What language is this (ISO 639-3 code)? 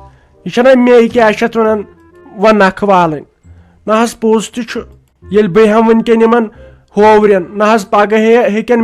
kas